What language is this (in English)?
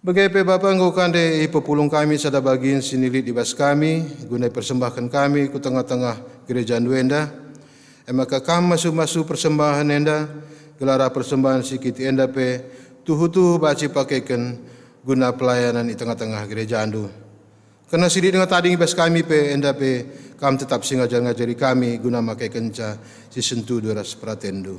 Batak Karo